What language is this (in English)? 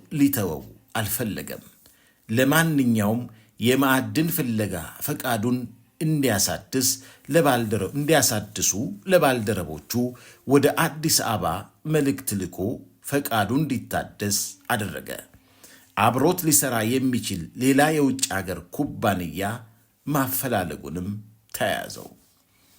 Amharic